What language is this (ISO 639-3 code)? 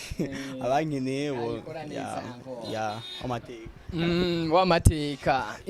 run